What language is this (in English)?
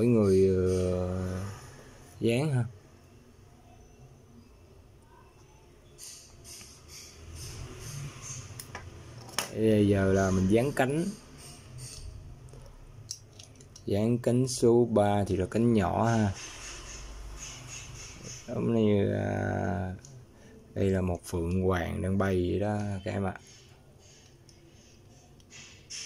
Vietnamese